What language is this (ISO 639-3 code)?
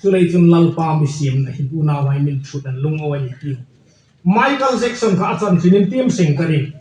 hmr